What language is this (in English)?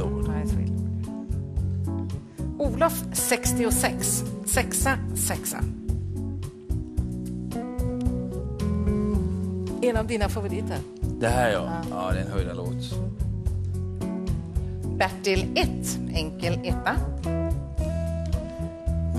Swedish